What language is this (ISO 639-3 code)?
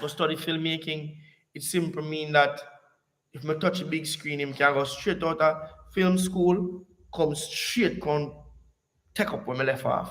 jam